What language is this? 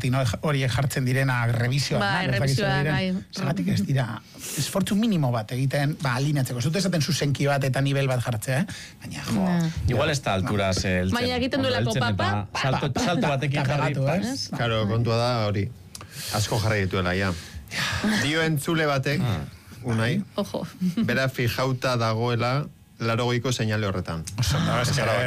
Basque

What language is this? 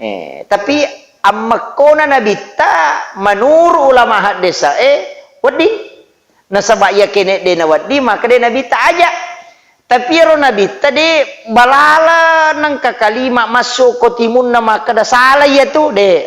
Buginese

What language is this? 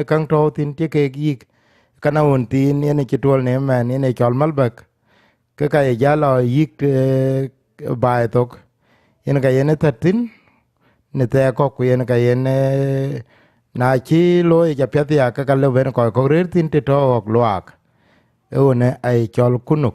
Dinka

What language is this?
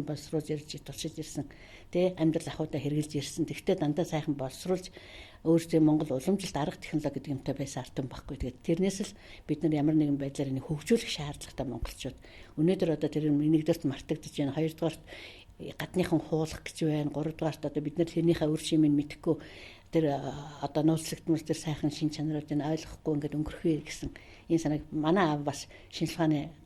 Mongolian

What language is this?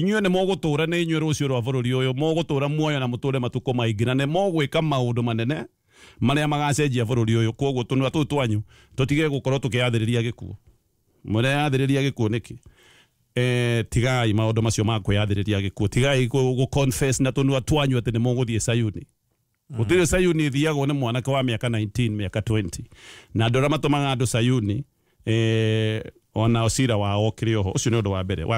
Kikuyu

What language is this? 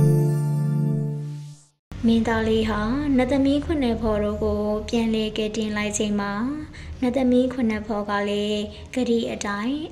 Burmese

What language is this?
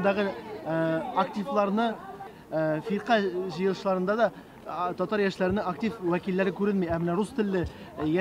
Tatar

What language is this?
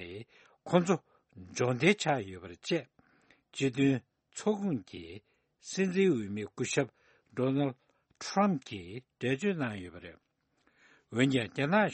Tibetan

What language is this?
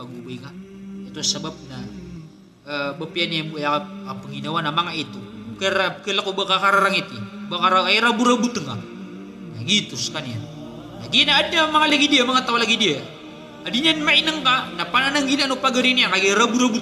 Maranao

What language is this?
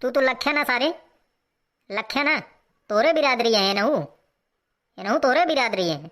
Awadhi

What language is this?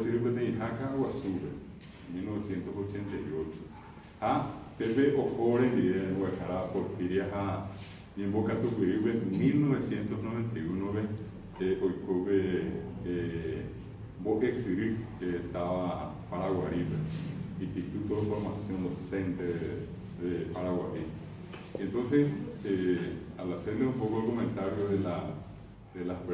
Guarani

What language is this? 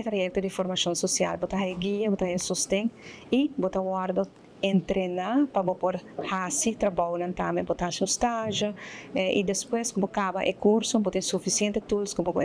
Papiamento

